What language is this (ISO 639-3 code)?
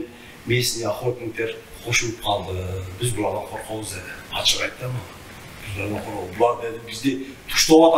kir